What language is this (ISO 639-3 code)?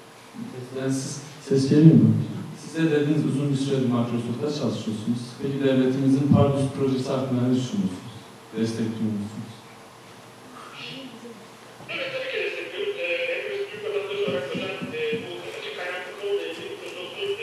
tur